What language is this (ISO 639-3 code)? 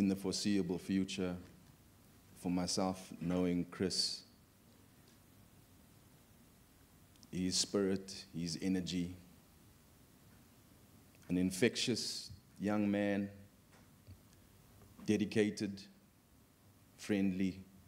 eng